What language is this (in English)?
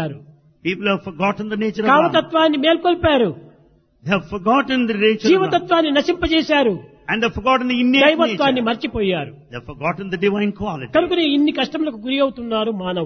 Telugu